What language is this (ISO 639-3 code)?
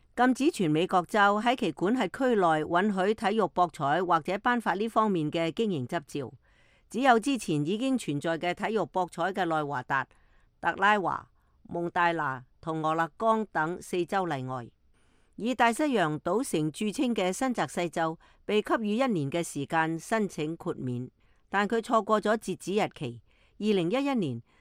yue